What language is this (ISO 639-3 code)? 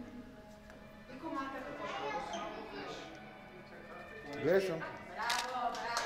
bul